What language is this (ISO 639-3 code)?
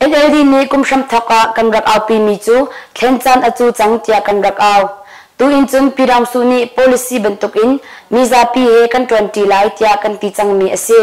cnh